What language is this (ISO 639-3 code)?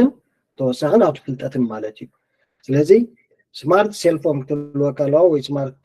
tir